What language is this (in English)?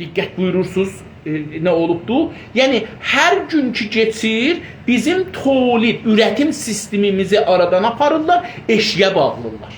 South Azerbaijani